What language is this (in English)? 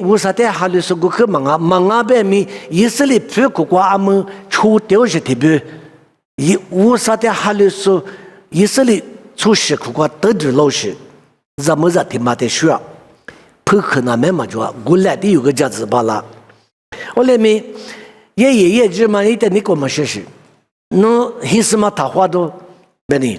Lisu